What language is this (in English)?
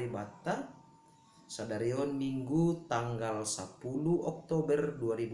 Batak Simalungun